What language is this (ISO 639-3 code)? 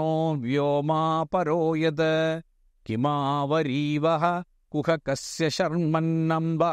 mal